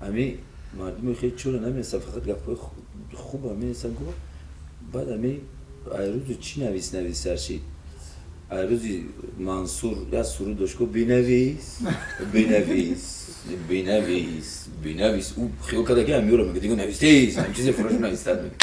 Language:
Tajik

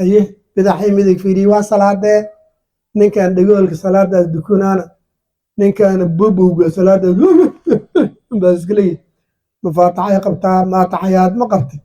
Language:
Somali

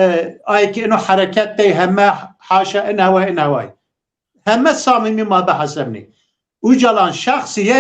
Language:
Zaza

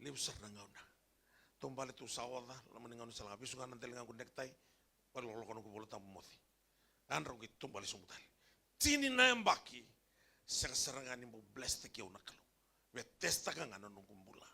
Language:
Fijian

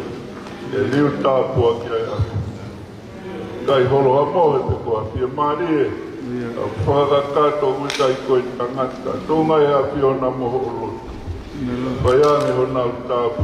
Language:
Tongan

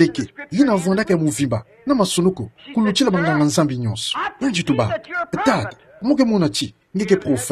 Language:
Kituba (Democratic Republic of Congo)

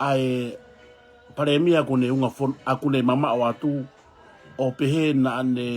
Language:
Tongan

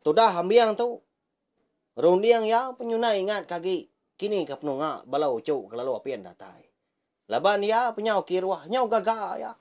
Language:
Iban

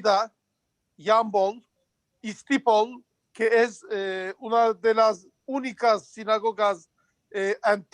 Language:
Ladino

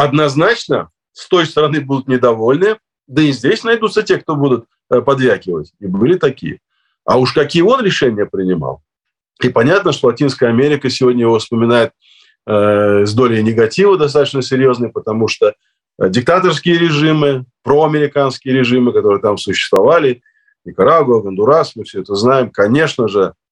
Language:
Russian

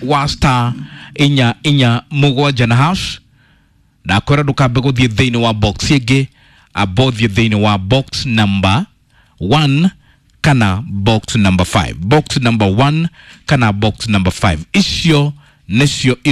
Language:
Kikuyu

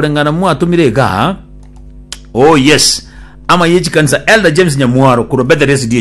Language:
Gusii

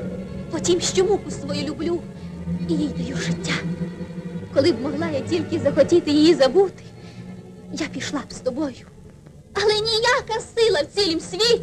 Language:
Ukrainian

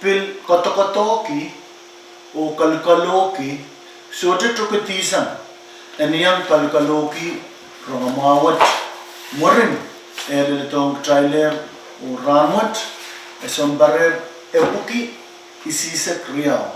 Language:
Pohnpeian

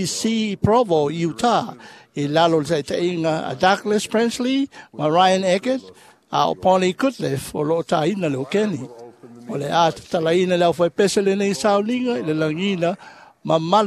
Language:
Samoan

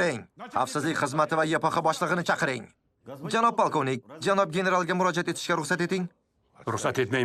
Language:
Uzbek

